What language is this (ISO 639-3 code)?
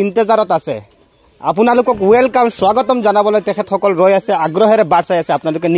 asm